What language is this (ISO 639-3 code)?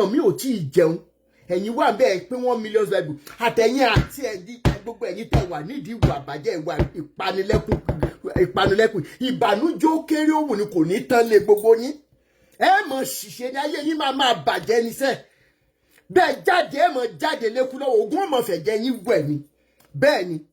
yor